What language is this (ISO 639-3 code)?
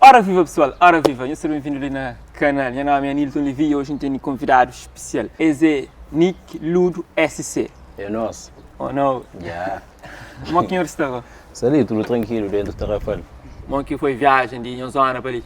kea